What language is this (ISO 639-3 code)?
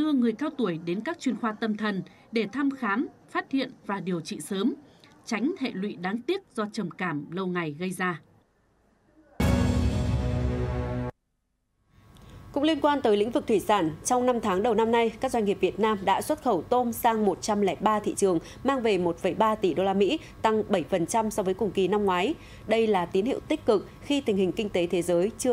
vie